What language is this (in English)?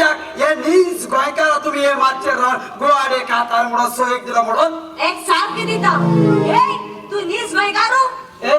Konkani